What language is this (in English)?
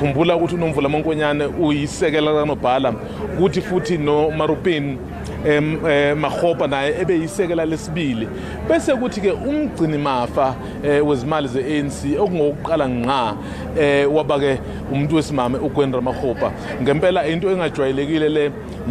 Zulu